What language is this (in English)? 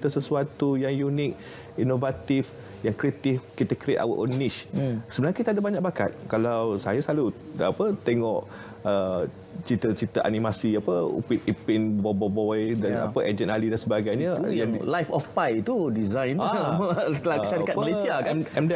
Malay